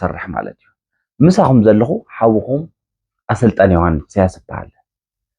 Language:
Tigrinya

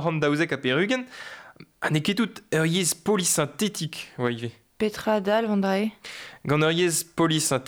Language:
Breton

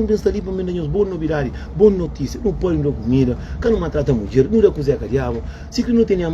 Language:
Kabuverdianu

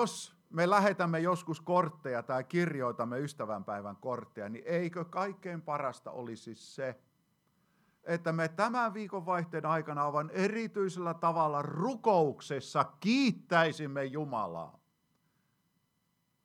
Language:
Finnish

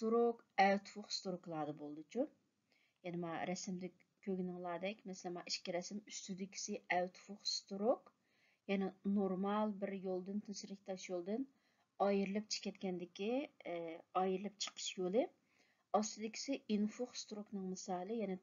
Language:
Uyghur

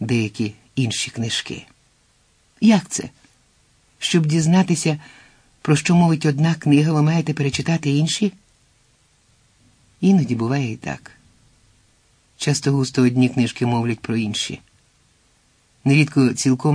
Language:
Ukrainian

